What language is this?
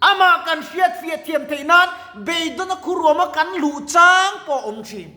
Mizo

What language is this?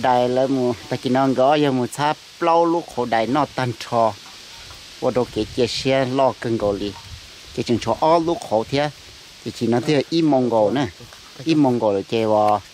Hmong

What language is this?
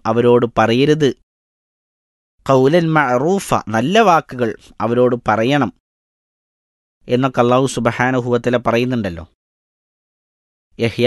Malayalam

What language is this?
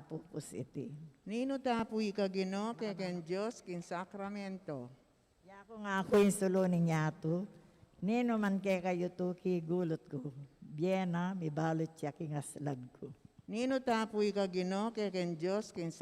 Pampanga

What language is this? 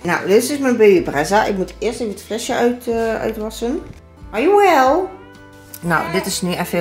Dutch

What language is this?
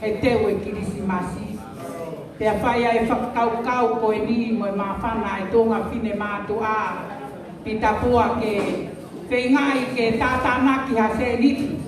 Tongan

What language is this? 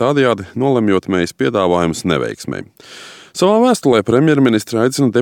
Latvian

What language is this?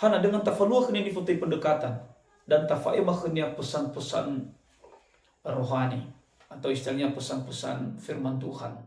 Nias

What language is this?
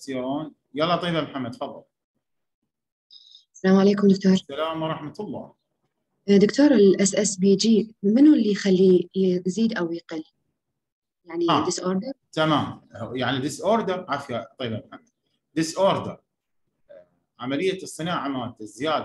Mesopotamian Arabic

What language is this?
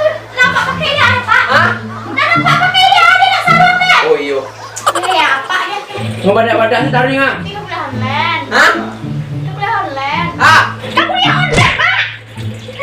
Minangkabau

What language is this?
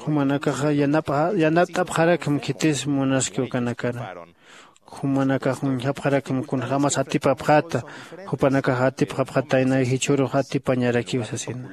Aymara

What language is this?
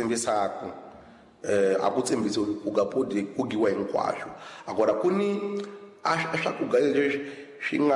Tsonga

